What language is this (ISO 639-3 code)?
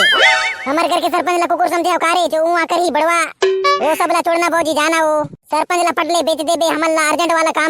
hne